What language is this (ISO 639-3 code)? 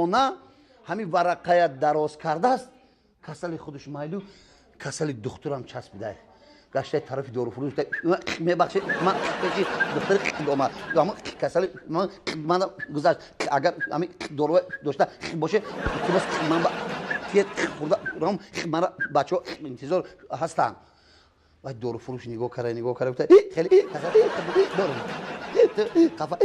tgk